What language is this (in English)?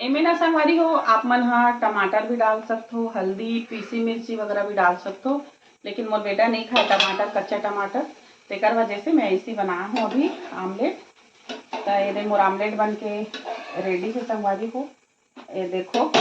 Chhattisgarhi